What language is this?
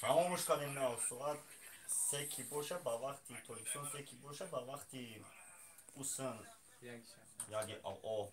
Tajik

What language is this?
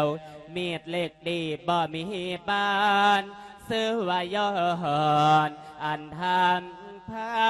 Lao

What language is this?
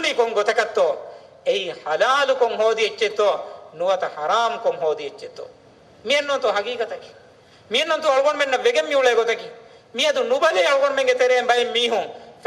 Divehi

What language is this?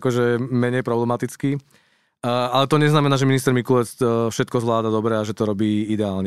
Slovak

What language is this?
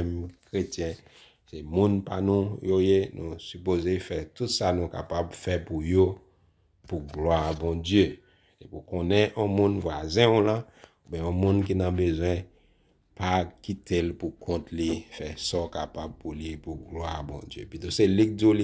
Haitian Creole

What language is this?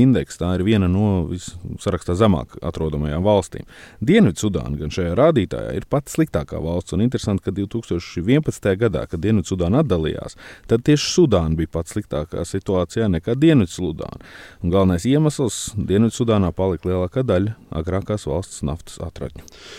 Latvian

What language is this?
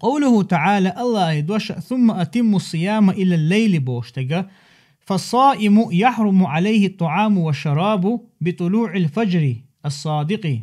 Chechen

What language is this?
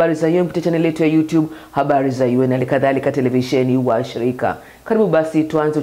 Swahili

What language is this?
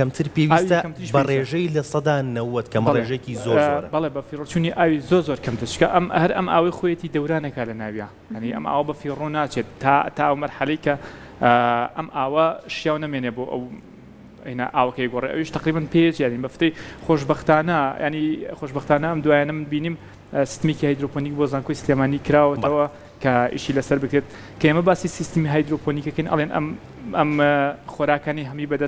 Central Kurdish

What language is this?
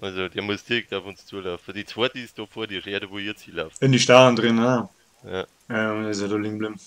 Bavarian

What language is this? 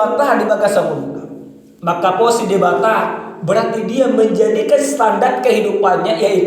Batak Toba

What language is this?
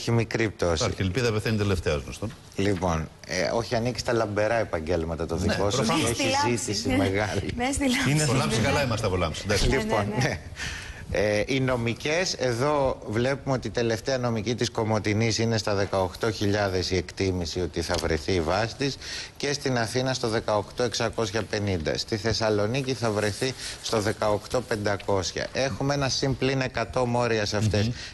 Greek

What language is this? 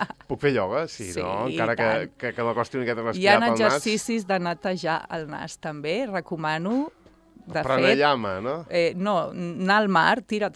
Catalan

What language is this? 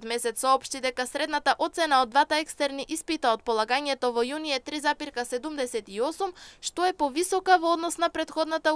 Macedonian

